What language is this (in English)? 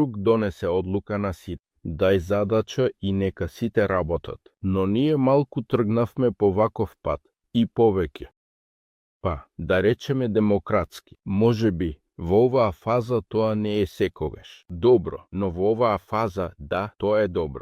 Macedonian